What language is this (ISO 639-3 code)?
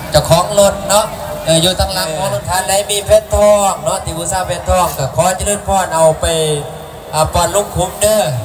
lao